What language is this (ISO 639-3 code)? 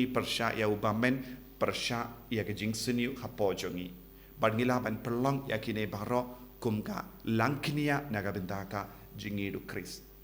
kha